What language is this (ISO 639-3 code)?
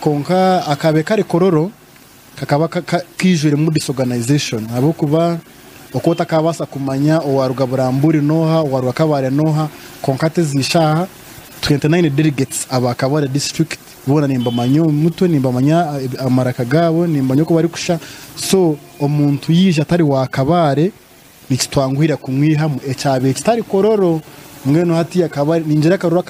nyn